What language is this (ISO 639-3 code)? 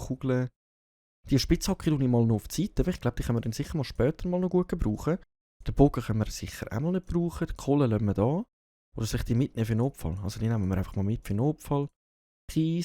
gsw